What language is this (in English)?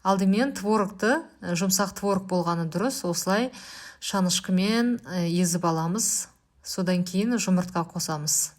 Kazakh